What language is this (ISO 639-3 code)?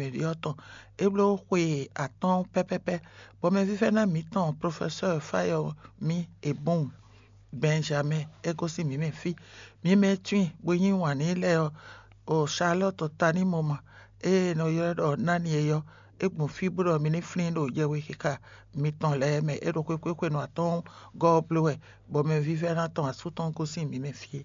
fon